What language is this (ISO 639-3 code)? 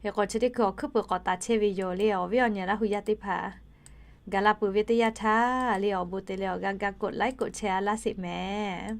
lhu